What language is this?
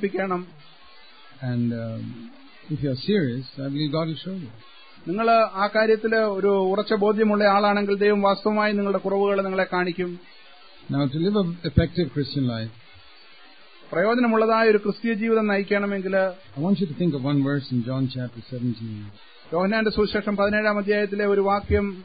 Malayalam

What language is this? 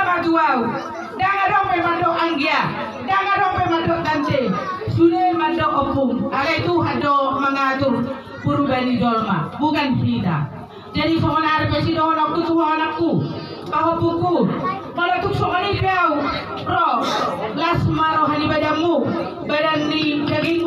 Batak Toba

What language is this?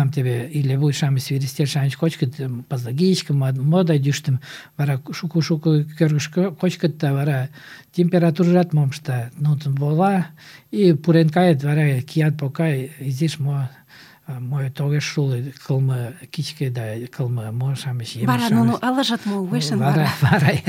Mari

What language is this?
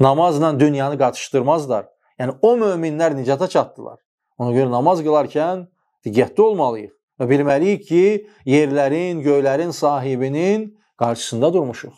Azerbaijani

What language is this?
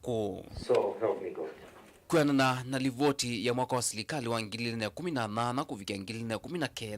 Kamba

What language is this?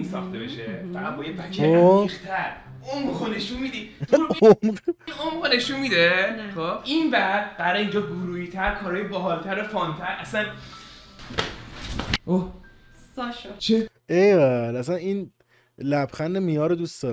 Persian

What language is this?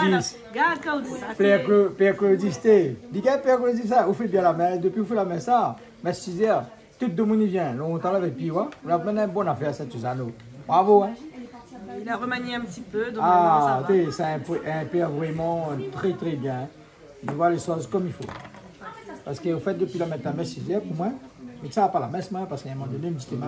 Réunion Creole French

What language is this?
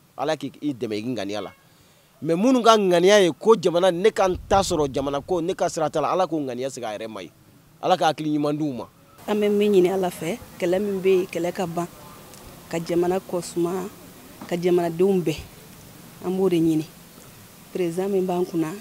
Bambara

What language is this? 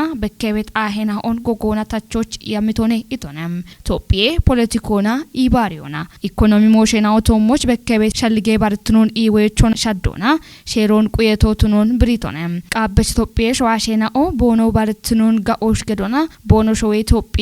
Kafa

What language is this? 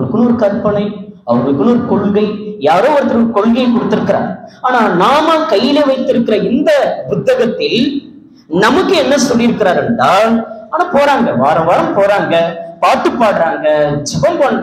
Tamil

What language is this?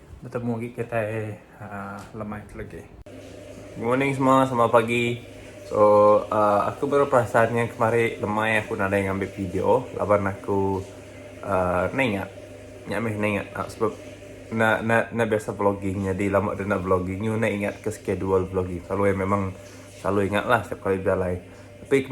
Iban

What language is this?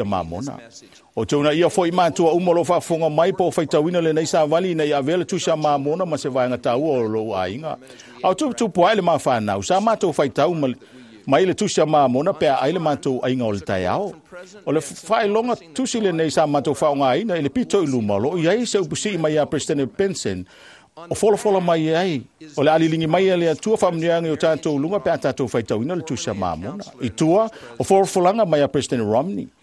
Samoan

